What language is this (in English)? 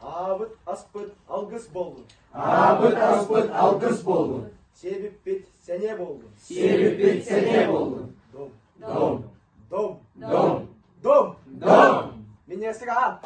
Yakut